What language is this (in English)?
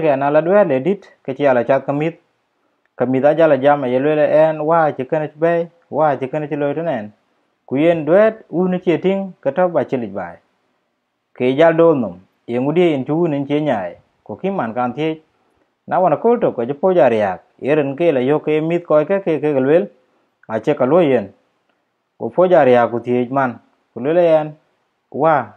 Dinka